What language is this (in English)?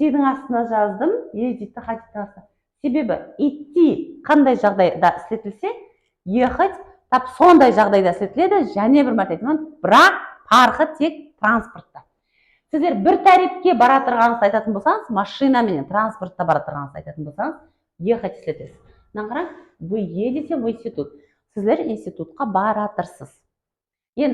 Kara-Kalpak